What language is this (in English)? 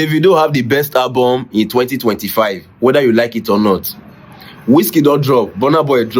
Nigerian Pidgin